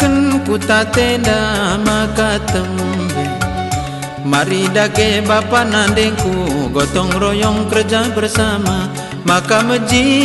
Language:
Batak Karo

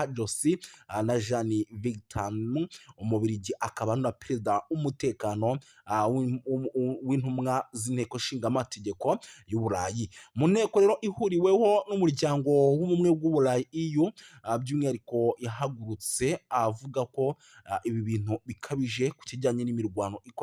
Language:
Kinyarwanda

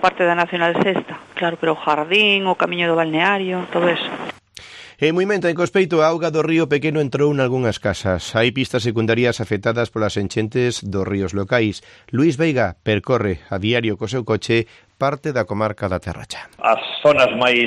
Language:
Galician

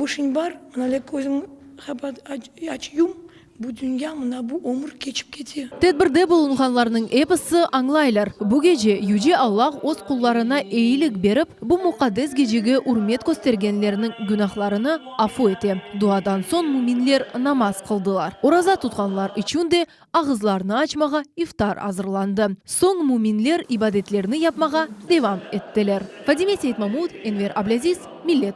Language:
Crimean Tatar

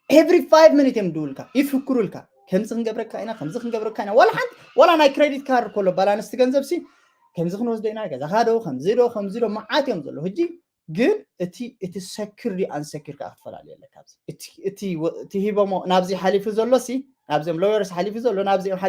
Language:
Tigrinya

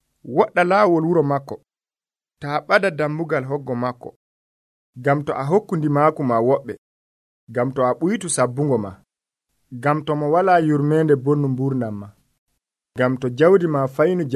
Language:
Nigerian Fulfulde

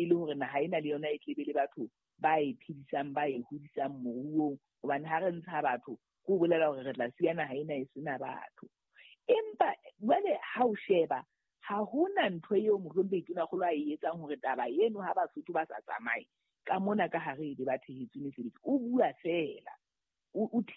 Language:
Southern Sotho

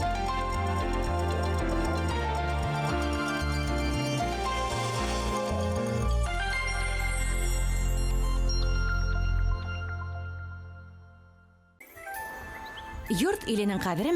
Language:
Bashkir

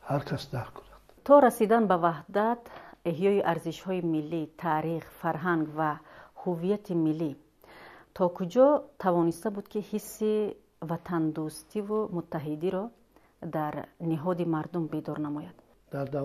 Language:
Tajik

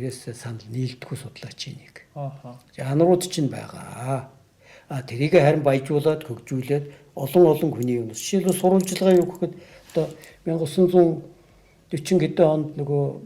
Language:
Mongolian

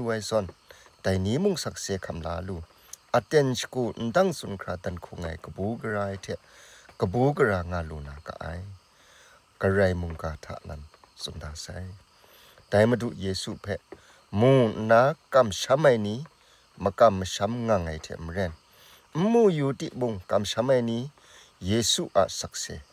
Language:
Kachin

